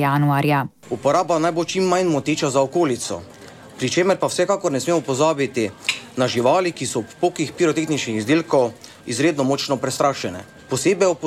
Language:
Slovenian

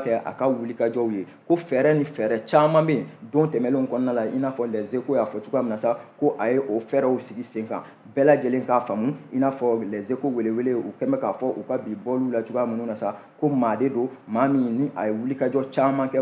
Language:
Bambara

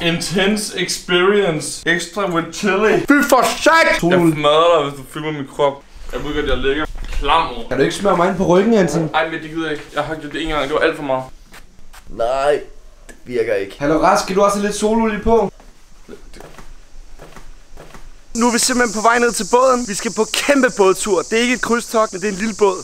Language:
Danish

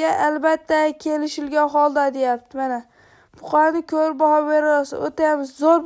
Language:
Uzbek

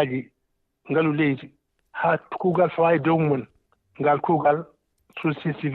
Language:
Fula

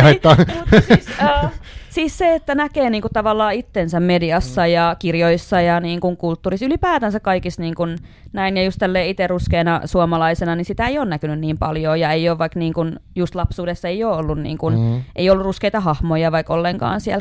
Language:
Finnish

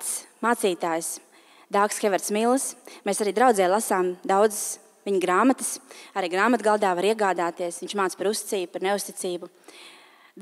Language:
Latvian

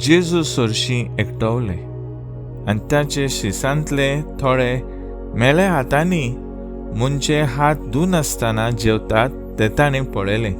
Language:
Konkani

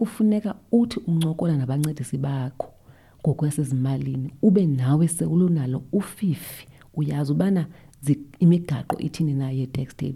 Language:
Xhosa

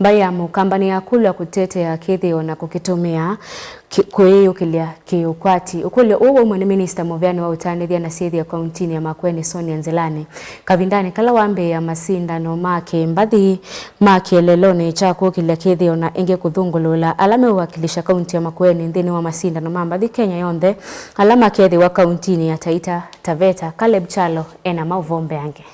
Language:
Kamba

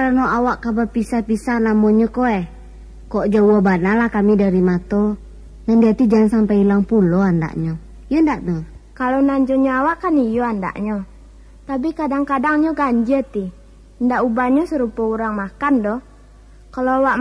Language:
Minangkabau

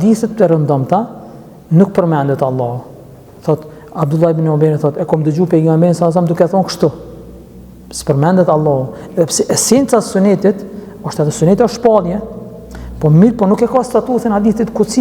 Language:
Albanian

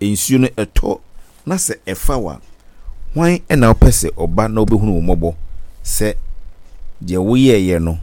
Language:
Akan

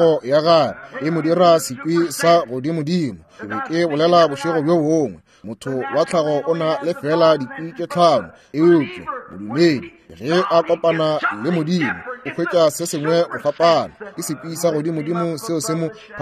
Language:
Northern Sotho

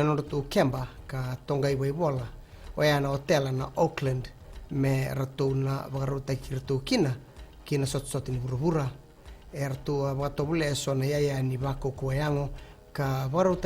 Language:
Fijian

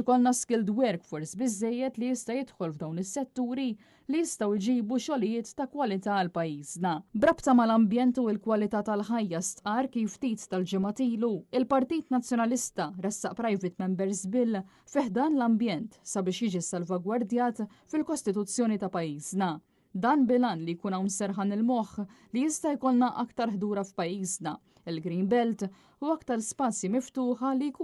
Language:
Maltese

